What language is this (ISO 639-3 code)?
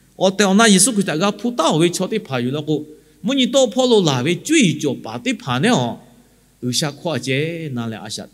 lhu